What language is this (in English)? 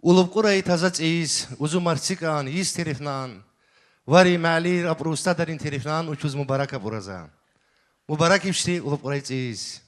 Tabassaran